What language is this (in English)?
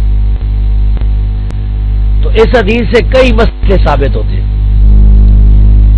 Urdu